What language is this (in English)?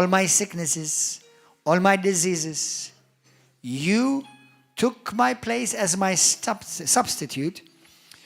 English